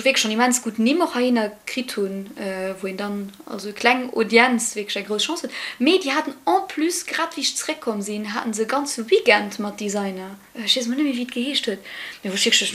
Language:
Luxembourgish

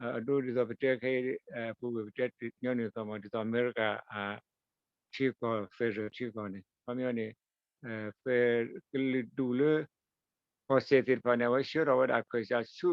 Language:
S'gaw Karen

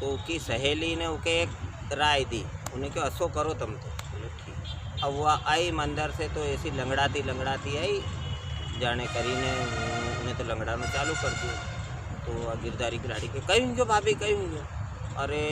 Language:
Rajasthani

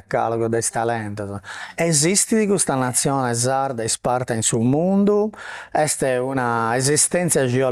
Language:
Sardinian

